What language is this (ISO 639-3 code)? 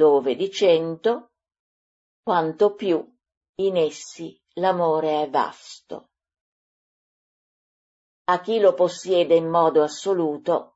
ita